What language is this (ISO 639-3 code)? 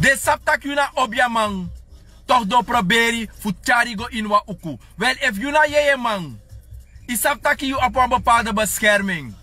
srn